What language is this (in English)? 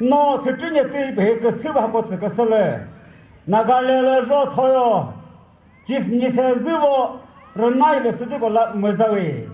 Chokri Naga